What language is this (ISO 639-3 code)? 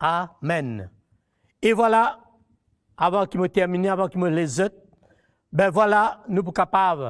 mfe